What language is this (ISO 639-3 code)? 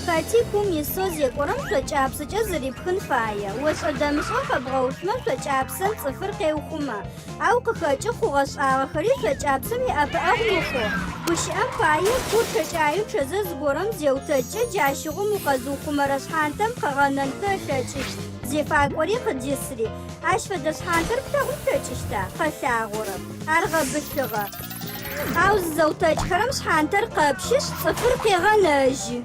ady